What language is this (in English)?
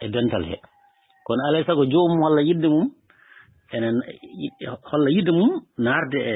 Fula